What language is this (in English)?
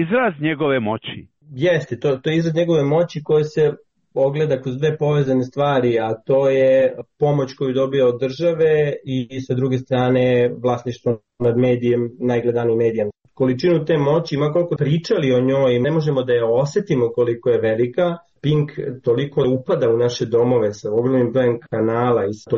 Serbian